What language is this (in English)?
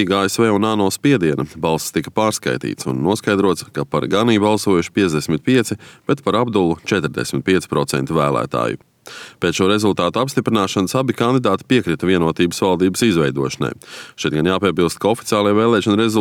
Latvian